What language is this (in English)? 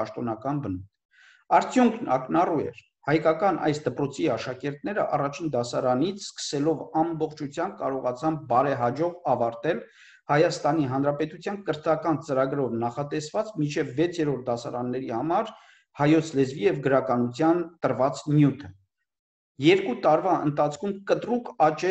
Armenian